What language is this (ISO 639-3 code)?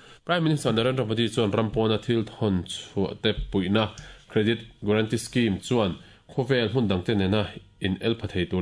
lus